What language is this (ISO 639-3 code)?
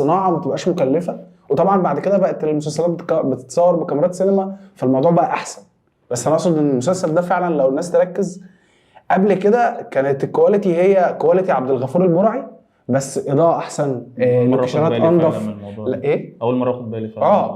arz